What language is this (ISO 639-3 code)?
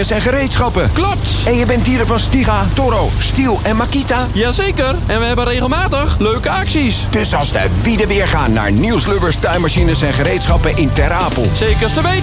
nld